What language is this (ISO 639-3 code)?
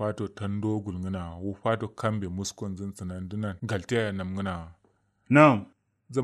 kau